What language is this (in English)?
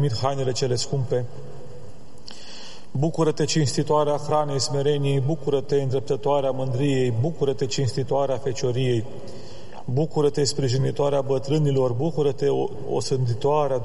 Romanian